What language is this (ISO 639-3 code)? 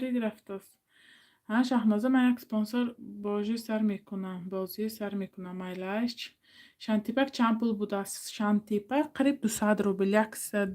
tgk